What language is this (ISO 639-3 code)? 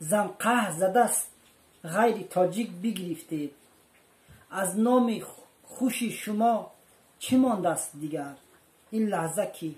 tgk